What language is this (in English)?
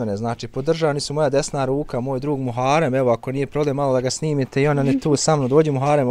Bosnian